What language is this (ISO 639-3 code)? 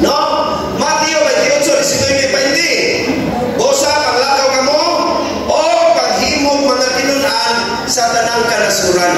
ceb